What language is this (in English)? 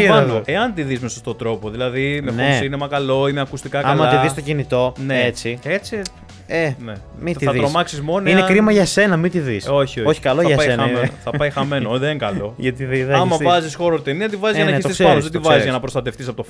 Greek